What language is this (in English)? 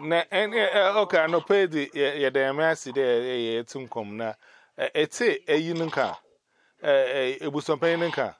Igbo